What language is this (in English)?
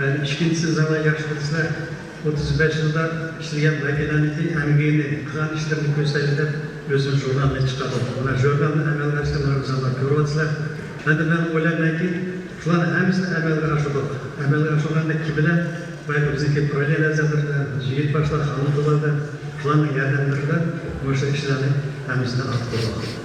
Uyghur